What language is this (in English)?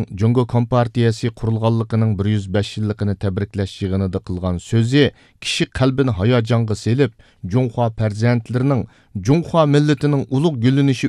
Uyghur